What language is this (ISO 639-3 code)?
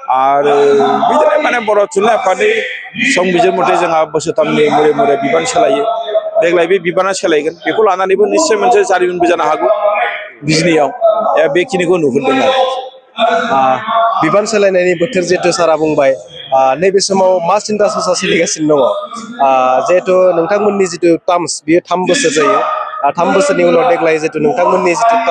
brx